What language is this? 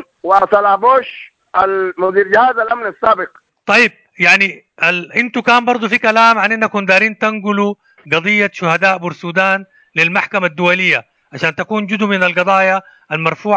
Sudanese Arabic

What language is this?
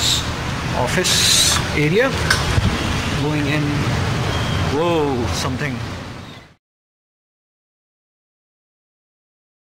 English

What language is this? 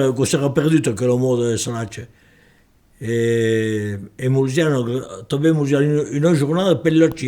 Occitan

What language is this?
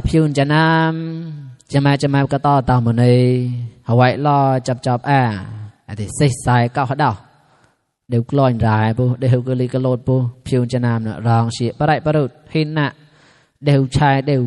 Mon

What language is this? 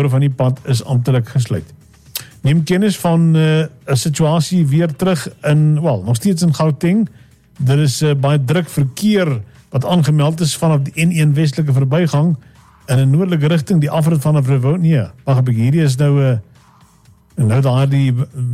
Afrikaans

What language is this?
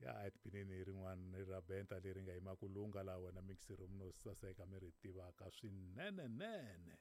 Tsonga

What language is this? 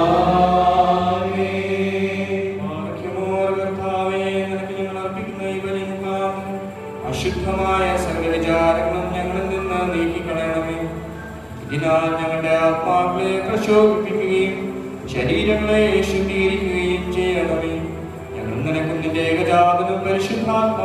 Malayalam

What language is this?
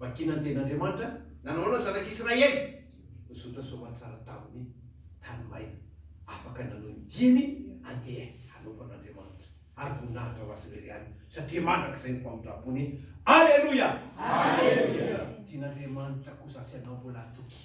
Malagasy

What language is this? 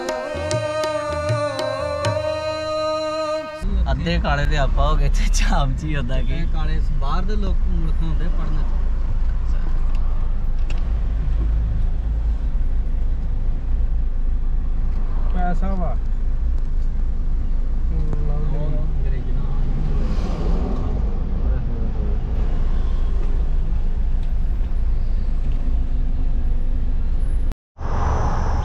Punjabi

